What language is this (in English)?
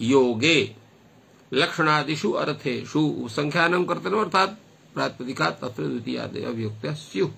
Sanskrit